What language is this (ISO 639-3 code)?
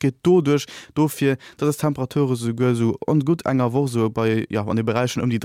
ltz